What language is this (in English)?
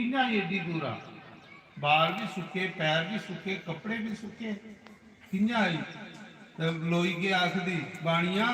Dogri